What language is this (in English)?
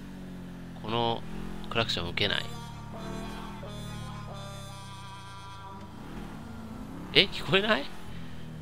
Japanese